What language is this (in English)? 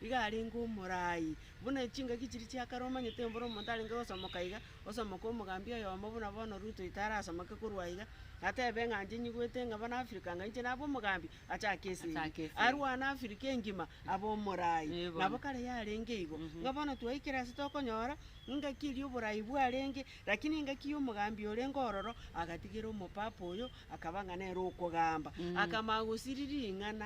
Gusii